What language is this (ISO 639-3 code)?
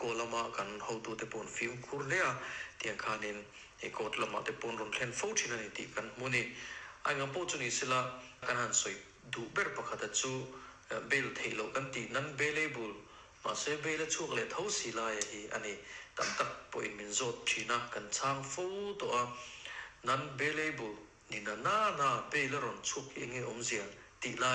lus